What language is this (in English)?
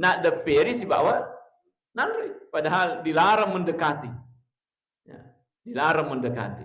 Buginese